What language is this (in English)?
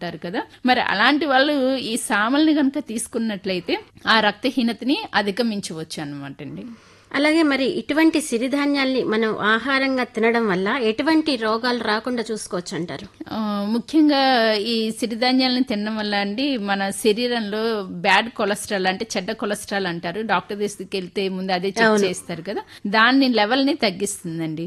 Telugu